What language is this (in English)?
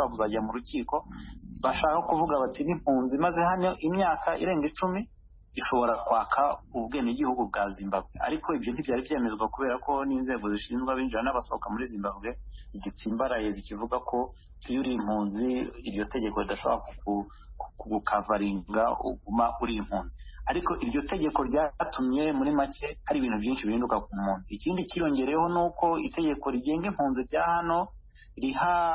Kinyarwanda